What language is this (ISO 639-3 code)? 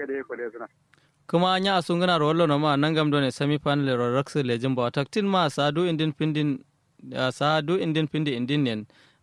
kau